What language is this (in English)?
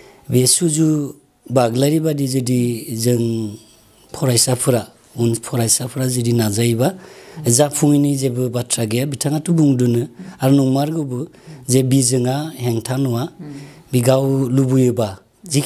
Bodo